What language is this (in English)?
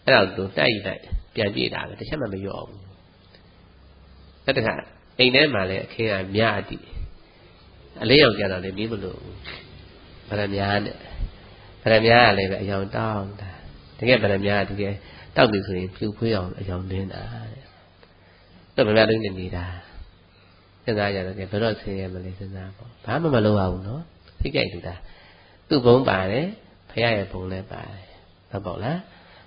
Burmese